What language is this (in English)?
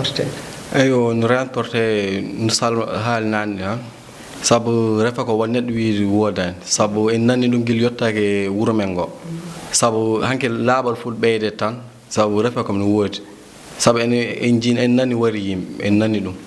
Fula